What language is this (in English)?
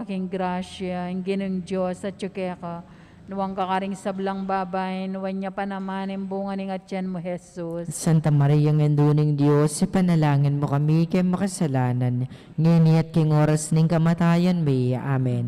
Pampanga